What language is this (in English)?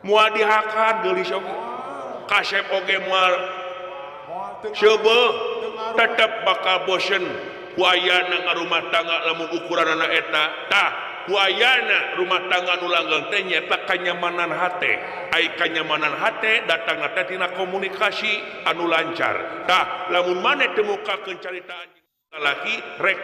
Sundanese